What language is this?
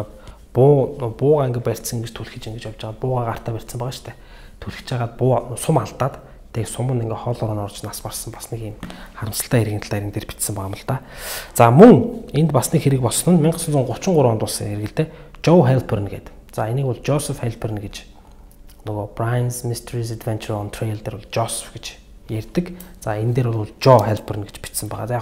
Mongolian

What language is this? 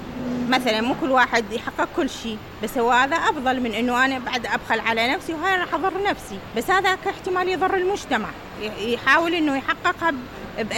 Mesopotamian Arabic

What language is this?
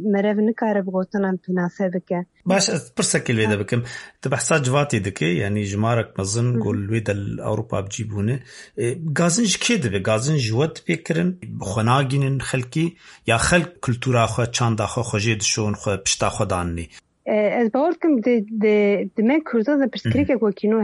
Kurdish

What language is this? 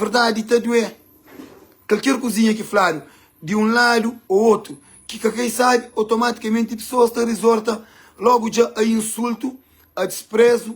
Kabuverdianu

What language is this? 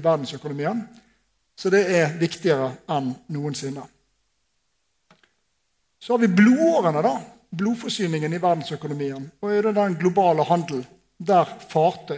Norwegian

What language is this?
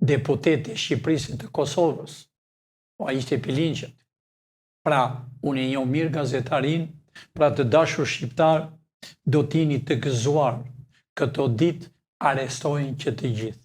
Albanian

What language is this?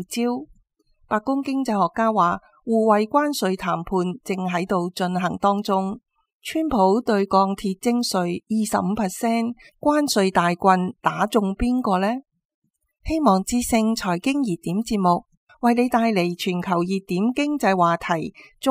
Cantonese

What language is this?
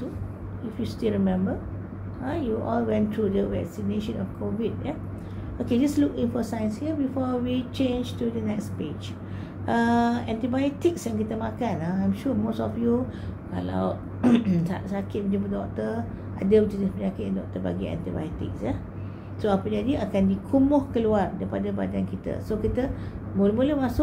Malay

